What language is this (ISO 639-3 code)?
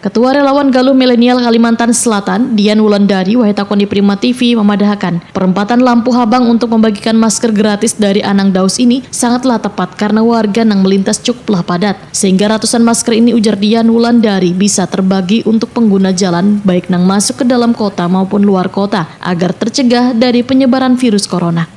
bjn